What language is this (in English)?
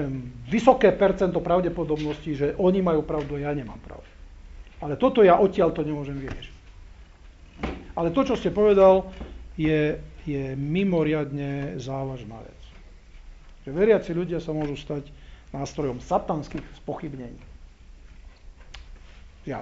Slovak